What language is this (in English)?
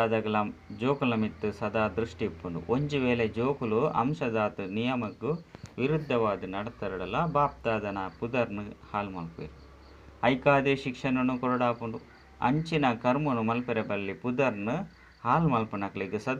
Tulu